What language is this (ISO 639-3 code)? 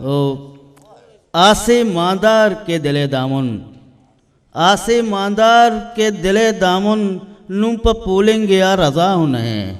bgp